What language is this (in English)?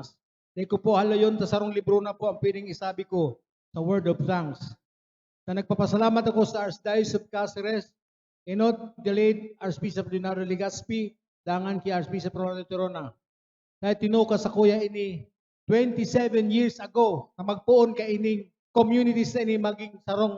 Bikol